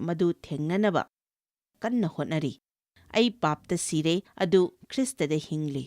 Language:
Manipuri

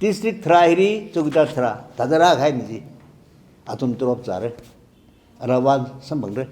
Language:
Tangkhul Naga (India)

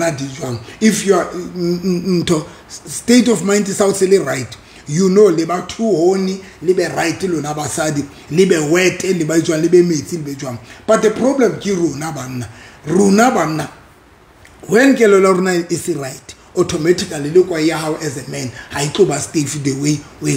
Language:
Southern Sotho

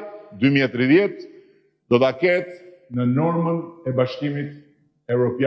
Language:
Albanian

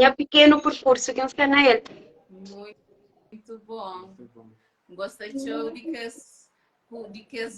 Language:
Kabuverdianu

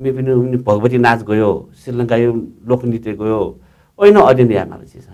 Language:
Newari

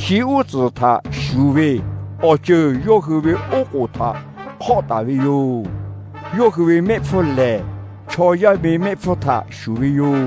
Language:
Lahu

